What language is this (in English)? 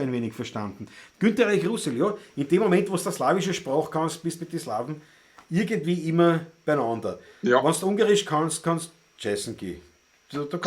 Bavarian